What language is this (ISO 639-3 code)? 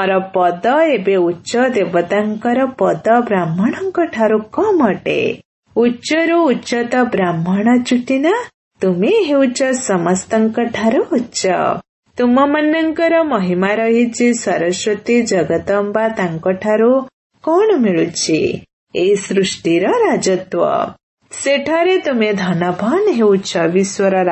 ori